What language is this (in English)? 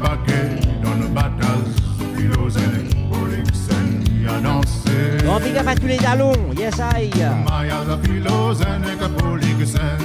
Morisyen